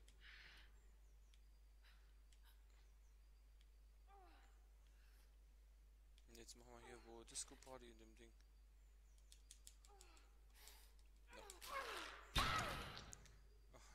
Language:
German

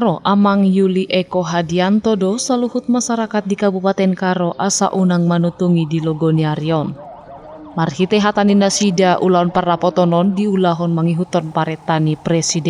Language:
Batak Toba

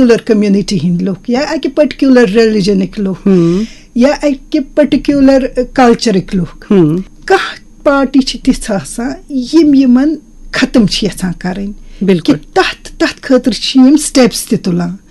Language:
Kashmiri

